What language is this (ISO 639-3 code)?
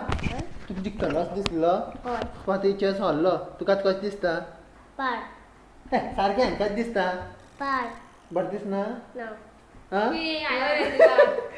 kok